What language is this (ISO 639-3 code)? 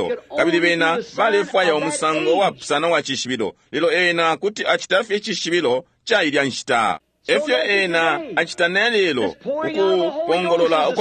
bem